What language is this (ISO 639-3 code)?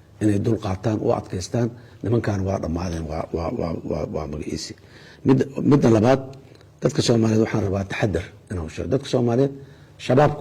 som